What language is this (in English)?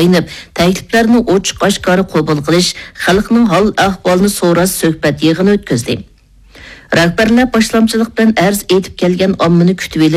Uyghur